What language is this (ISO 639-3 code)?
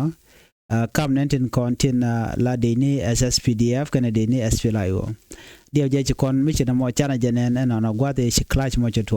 nus